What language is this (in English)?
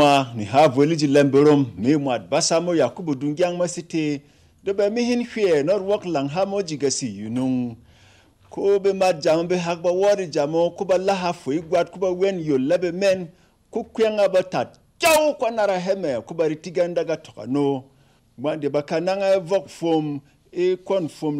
Berom